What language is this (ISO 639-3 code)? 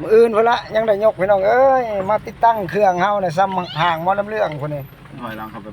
lao